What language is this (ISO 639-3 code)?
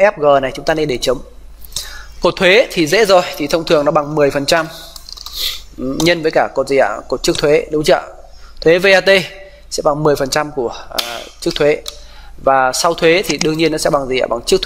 vie